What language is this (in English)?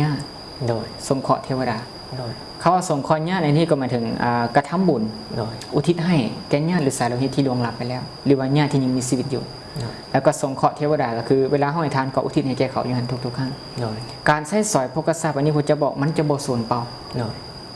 Lao